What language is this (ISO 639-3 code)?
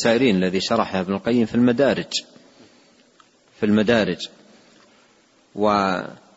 ara